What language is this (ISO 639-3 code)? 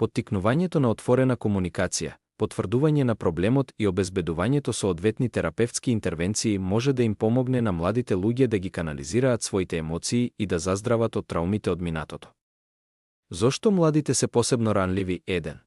mkd